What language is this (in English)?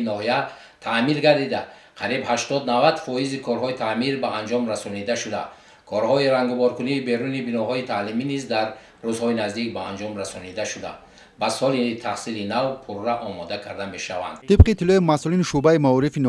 Tajik